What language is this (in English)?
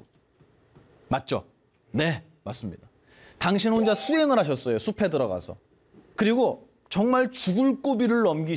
Korean